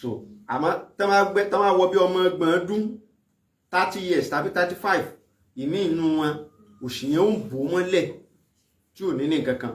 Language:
Yoruba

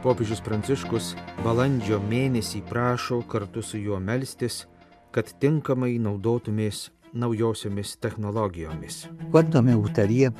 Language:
Lithuanian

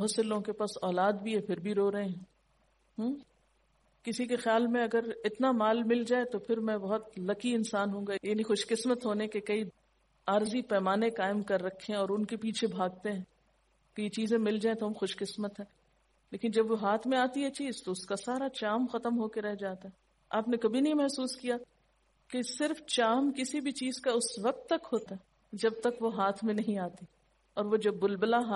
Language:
Urdu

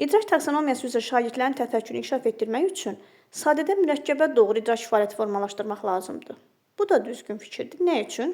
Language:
Azerbaijani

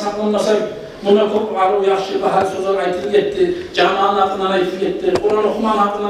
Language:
Kumyk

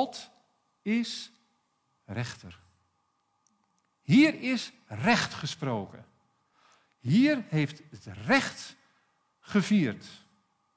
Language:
Dutch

